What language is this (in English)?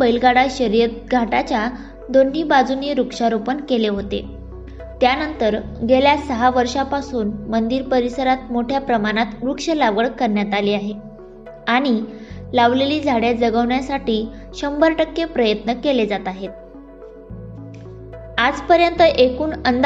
Marathi